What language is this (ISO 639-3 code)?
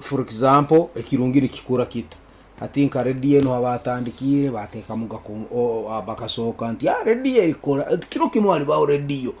nyn